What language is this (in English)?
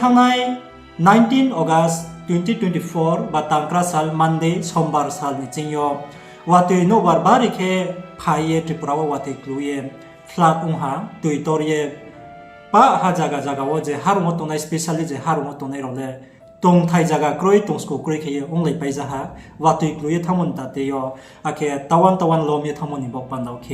Riang (India)